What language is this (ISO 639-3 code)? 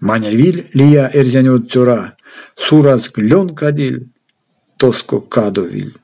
myv